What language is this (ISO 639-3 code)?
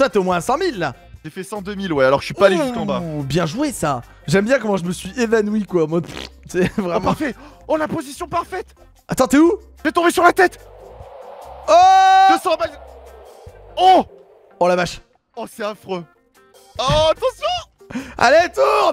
fra